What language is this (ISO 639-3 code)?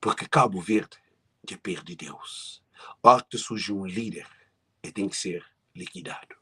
kea